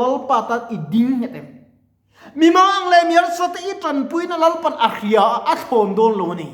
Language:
Mizo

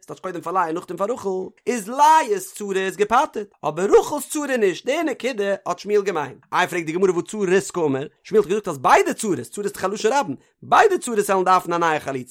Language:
Yiddish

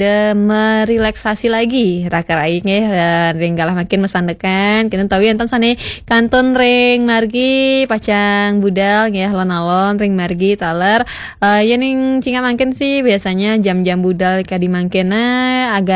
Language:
Balinese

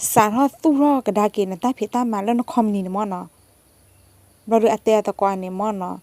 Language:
S'gaw Karen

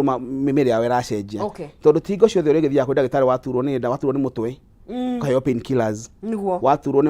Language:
Kikuyu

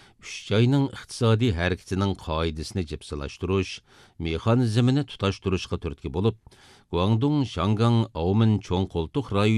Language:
Uyghur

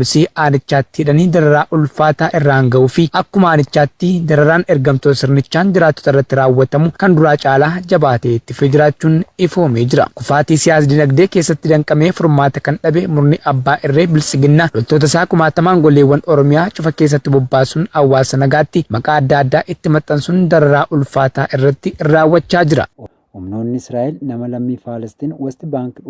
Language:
Oromo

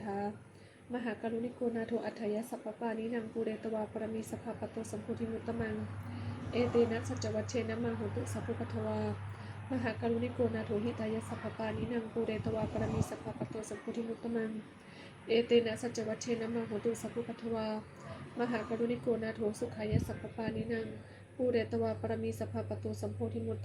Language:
Pali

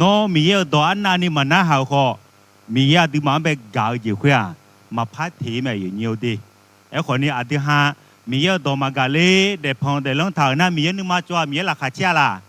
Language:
Akha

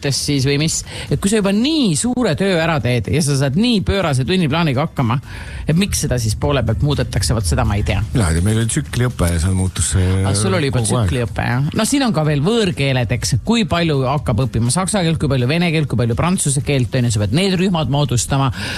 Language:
Estonian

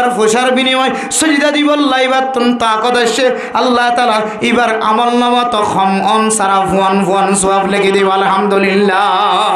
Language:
Rohingya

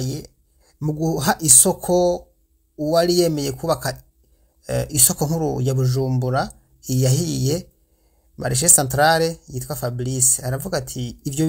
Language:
Rundi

